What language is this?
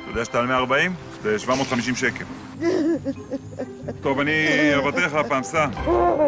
Hebrew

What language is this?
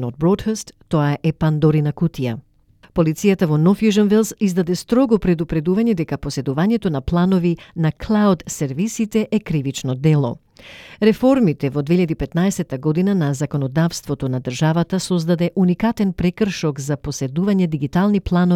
Macedonian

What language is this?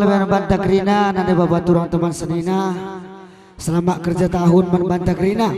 Batak Karo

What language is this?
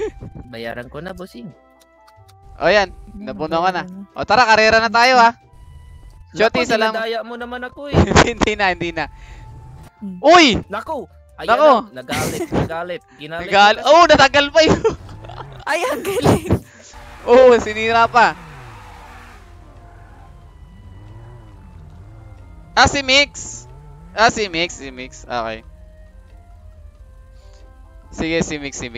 Filipino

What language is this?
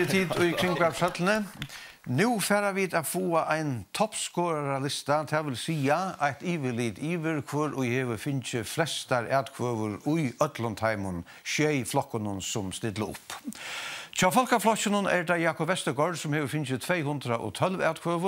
Faroese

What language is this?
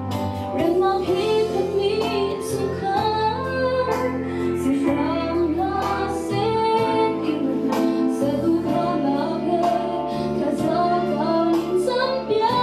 Hakha Chin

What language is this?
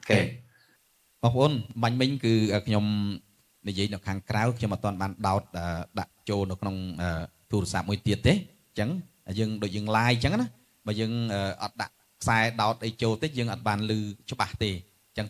Khmer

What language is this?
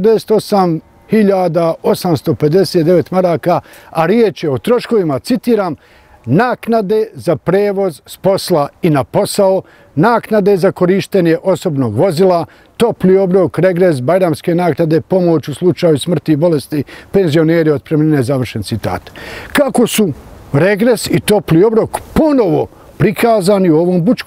Bosnian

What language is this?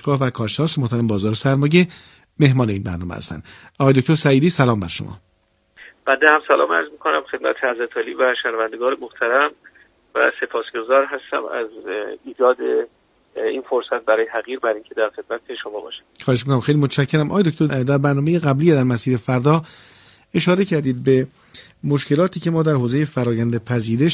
Persian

